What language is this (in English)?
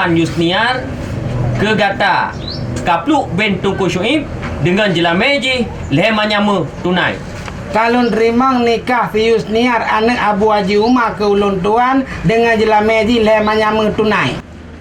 Achinese